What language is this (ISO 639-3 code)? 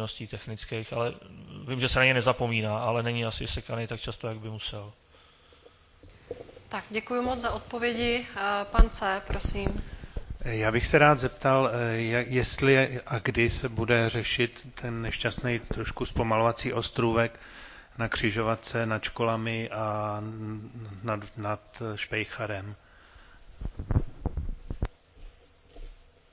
ces